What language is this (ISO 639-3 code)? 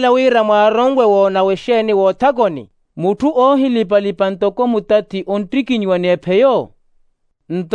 vmw